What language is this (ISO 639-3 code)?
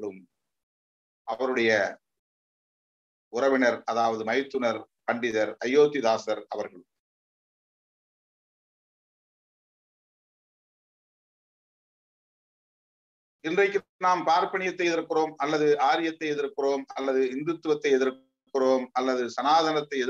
tam